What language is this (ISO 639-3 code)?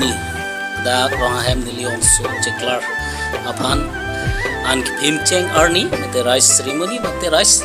mjw